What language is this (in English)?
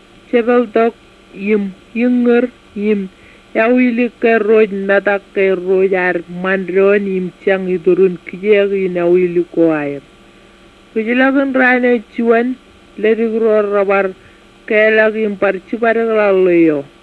Marshallese